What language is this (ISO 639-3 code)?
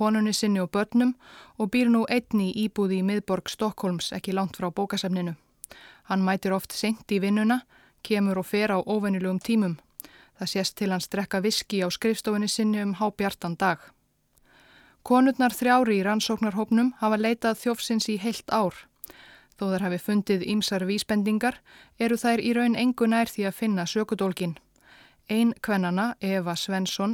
isl